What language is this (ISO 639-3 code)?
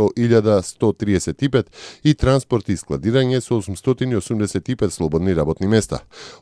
mkd